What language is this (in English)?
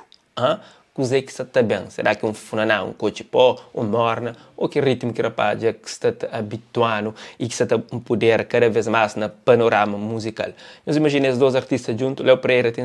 Kabuverdianu